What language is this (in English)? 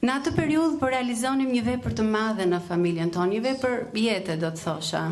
Albanian